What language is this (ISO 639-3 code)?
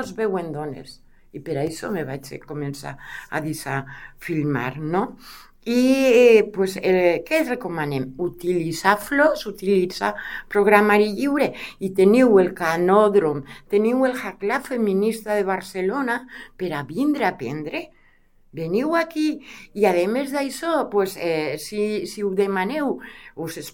cat